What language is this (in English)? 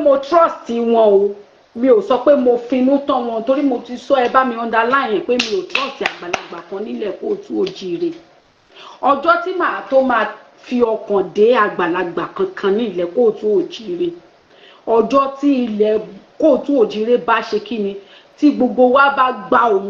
Yoruba